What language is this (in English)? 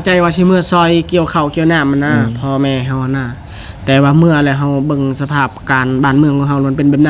Lao